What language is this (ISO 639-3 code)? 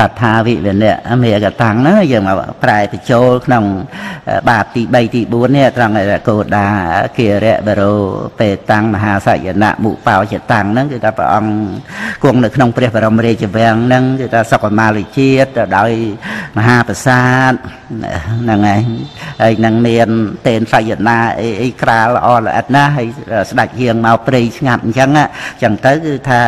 khm